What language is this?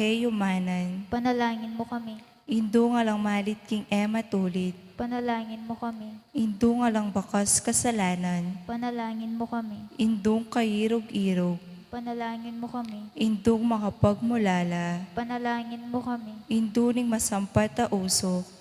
Pampanga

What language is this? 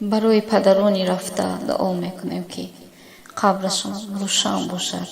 Tajik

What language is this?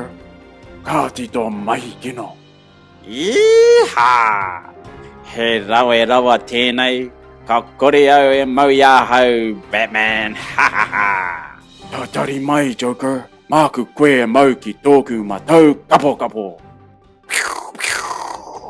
Māori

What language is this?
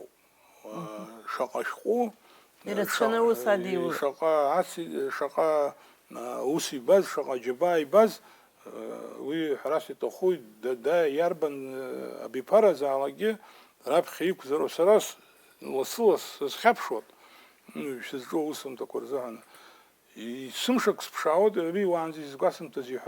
Abkhazian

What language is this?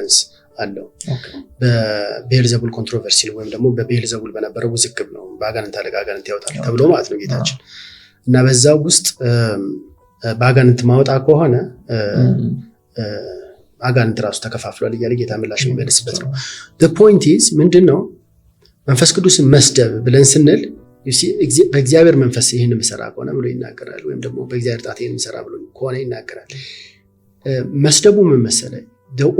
Amharic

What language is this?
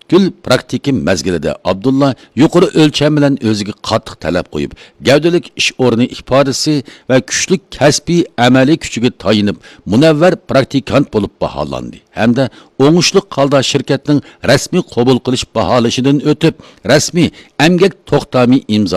Uyghur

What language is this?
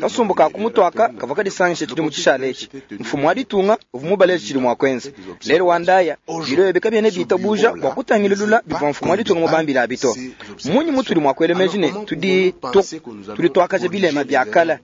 Luba-Lulua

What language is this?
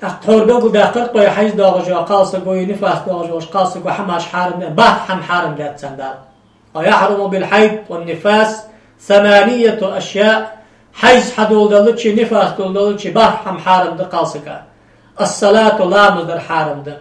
Ingush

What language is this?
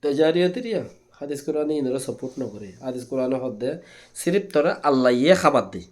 Rohingya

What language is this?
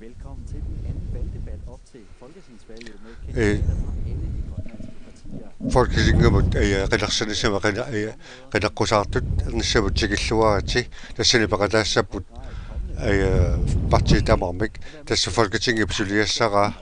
Kalaallisut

